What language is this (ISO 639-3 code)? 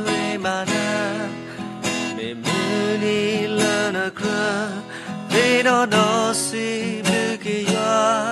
ksw